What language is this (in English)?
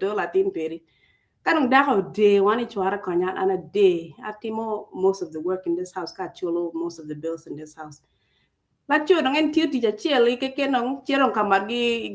Acoli